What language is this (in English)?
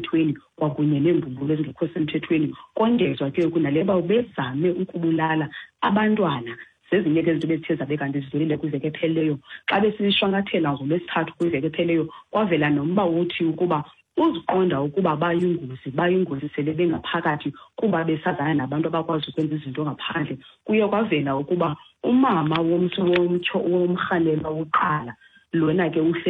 Xhosa